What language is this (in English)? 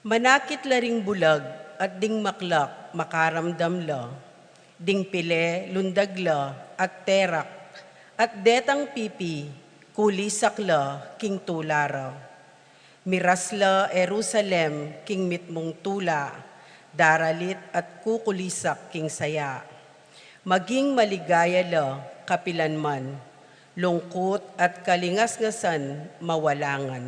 Pampanga